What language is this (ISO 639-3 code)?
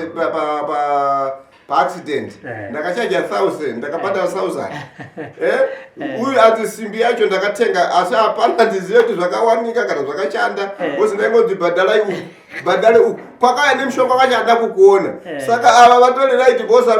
sna